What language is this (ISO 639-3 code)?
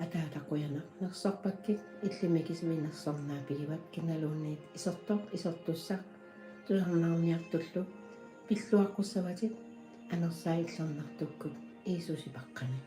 kal